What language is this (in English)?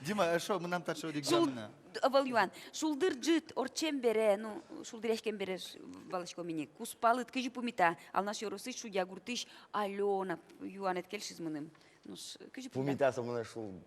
Udmurt